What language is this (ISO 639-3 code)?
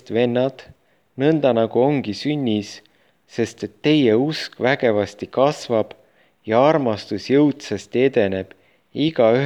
est